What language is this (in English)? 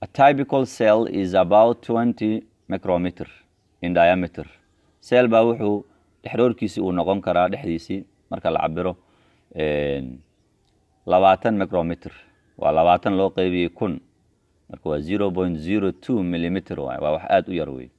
Somali